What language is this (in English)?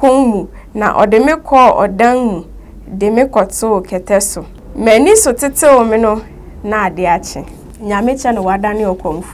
Akan